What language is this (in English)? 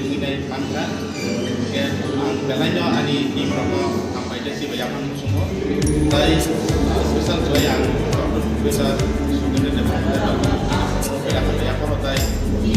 Kok Borok